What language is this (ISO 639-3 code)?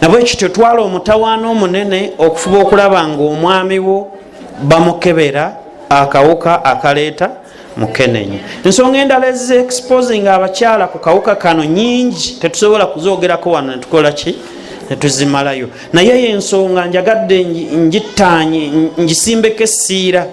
lug